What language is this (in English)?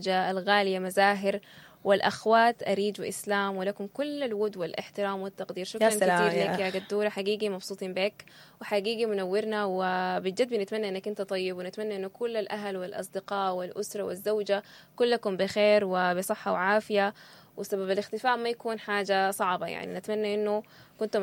Sudanese Arabic